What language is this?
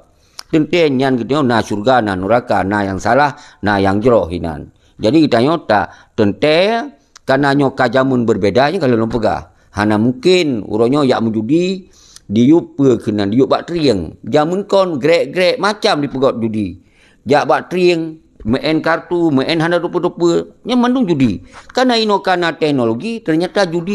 Achinese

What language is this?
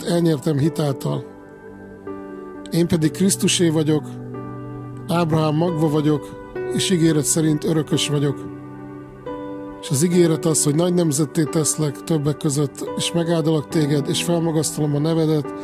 Hungarian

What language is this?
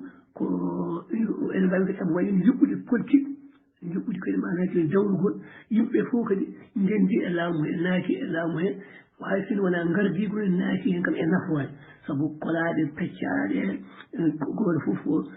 Fula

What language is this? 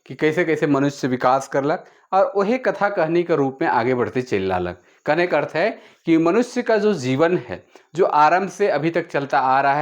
Sadri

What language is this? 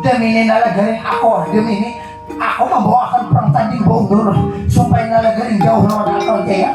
Banjar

